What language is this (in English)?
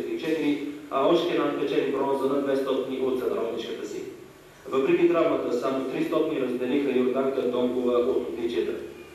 Bulgarian